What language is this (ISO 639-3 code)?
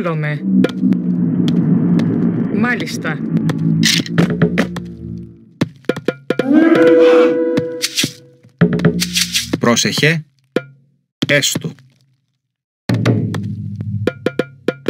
ell